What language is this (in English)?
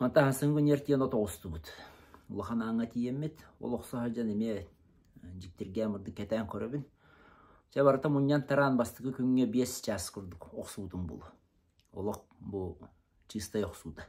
Yakut